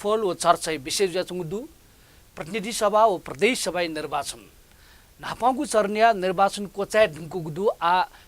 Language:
Newari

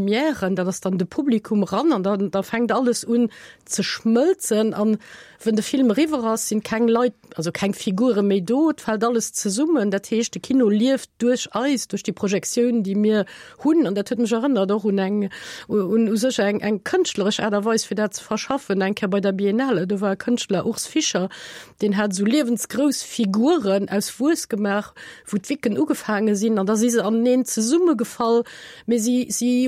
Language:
Luxembourgish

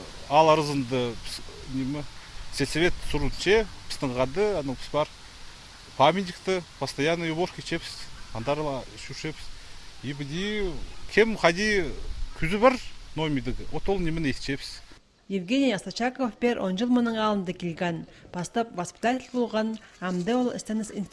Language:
Khakas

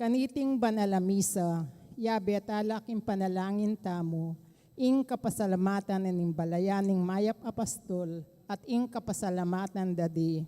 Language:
Pampanga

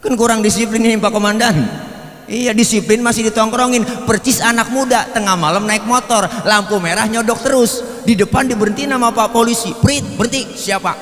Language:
Betawi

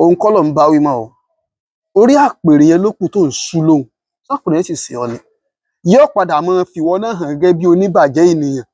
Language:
Yoruba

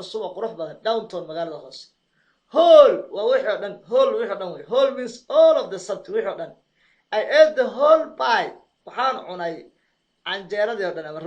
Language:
Somali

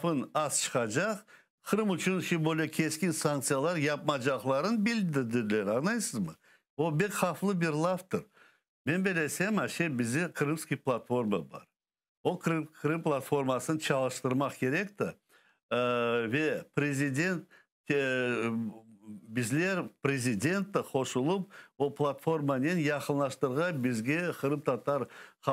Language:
Crimean Tatar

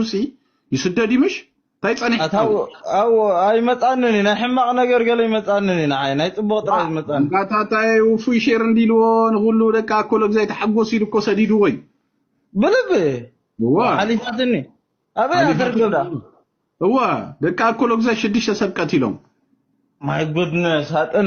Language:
Tigrinya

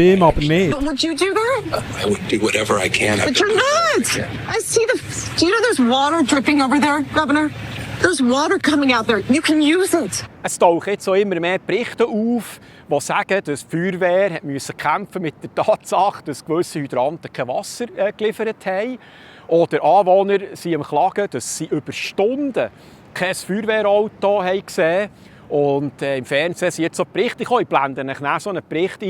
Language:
Swiss German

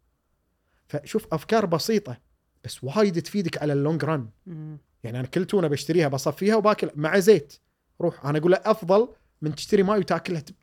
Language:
Gulf Arabic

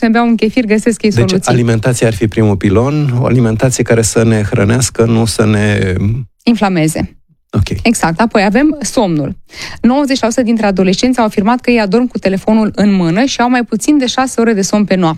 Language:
Romanian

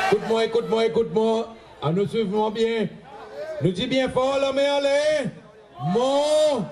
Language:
Seselwa Creole French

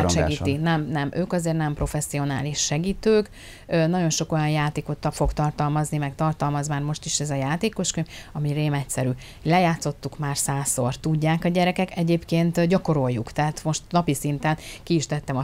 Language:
Hungarian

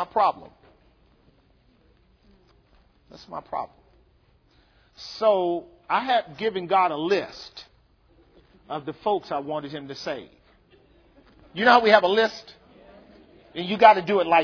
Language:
English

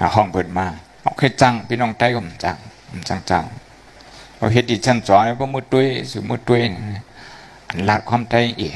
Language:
Shan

